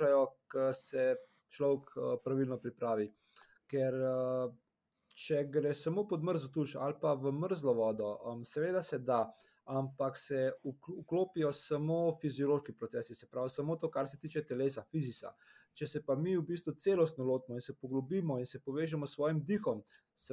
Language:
Slovenian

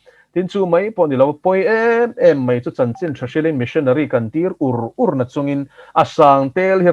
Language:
Mizo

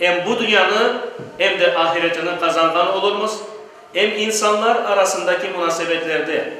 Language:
Crimean Tatar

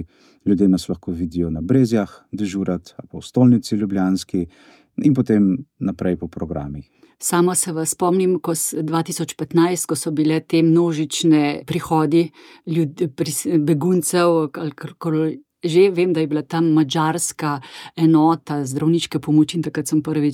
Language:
Slovenian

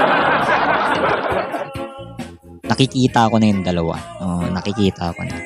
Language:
Filipino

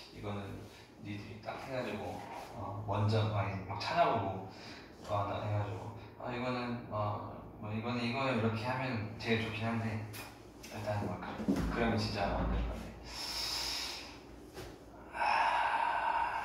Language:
Korean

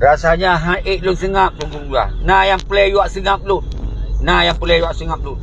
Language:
Achinese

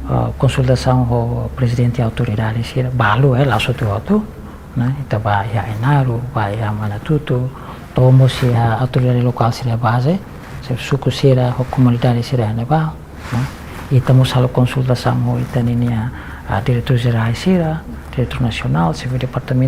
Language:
Tetum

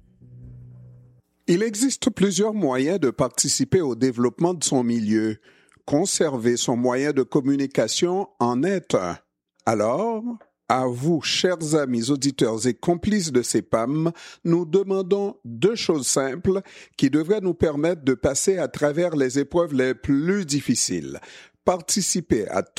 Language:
French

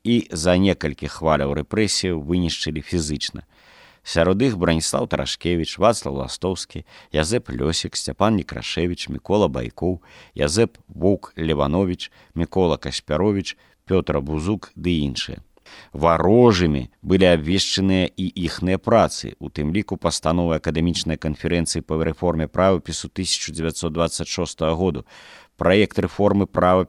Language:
Belarusian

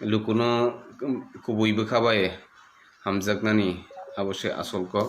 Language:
Kok Borok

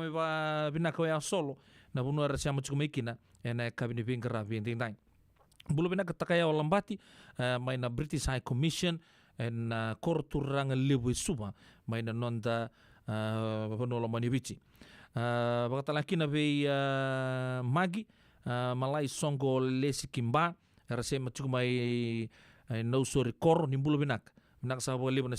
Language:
Fijian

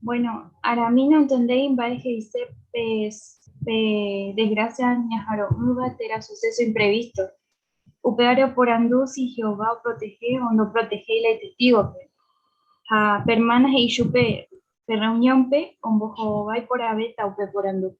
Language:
Guarani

